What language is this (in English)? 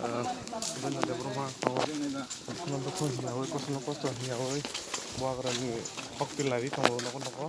Kok Borok